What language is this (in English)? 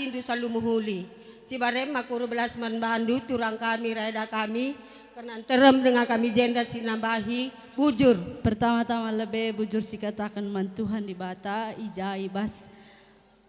Batak Karo